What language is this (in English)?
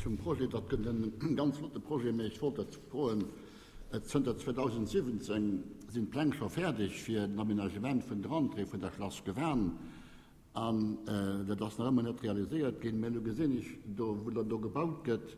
Luxembourgish